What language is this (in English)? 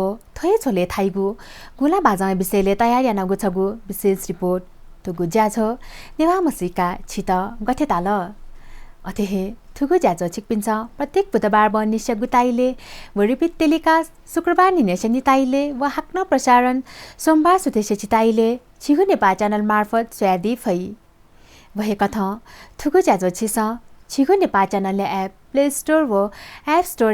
Newari